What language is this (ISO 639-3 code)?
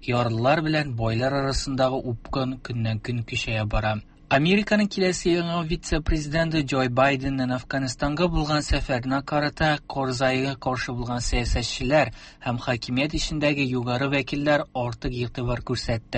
tat